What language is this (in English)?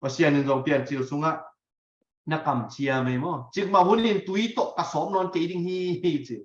Tedim Chin